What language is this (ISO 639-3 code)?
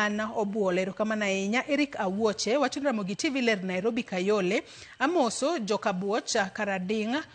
luo